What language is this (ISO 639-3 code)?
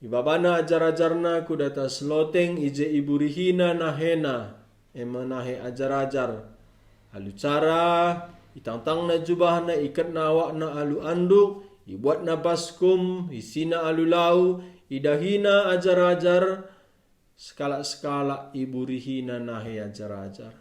btx